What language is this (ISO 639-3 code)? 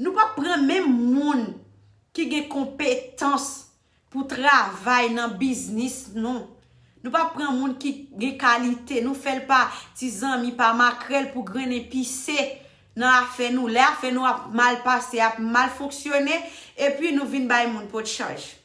hat